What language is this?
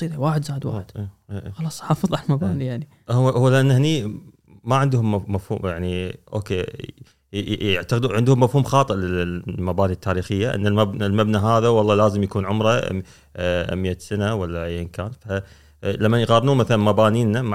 Gulf Arabic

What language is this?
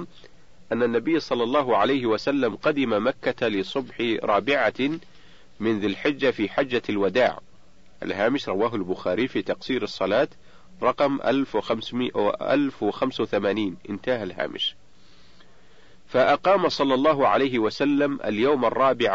Arabic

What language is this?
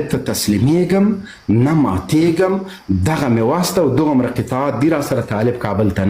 Pashto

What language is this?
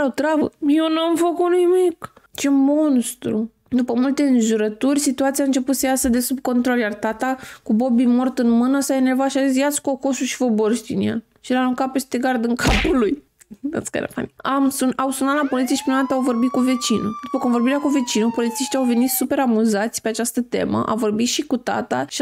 Romanian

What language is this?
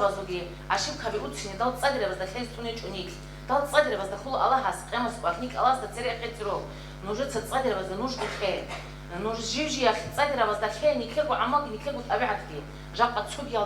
Avaric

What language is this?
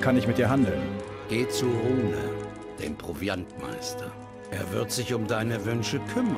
Bavarian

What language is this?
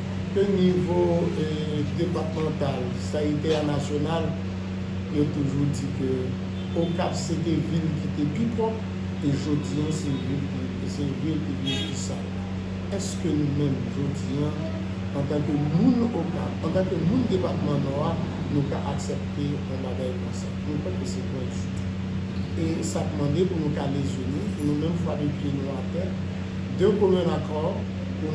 Haitian Creole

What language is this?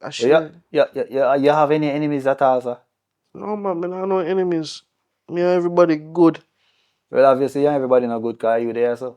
Jamaican Creole English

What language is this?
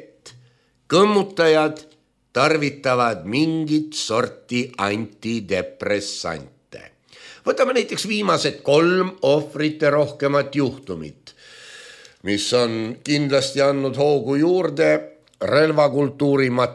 Estonian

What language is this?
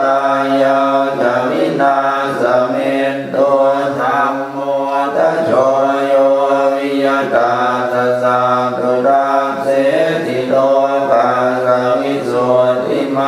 Pali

